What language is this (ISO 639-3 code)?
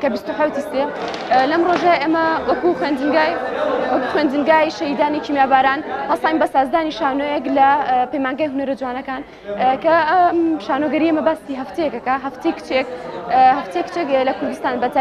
ckb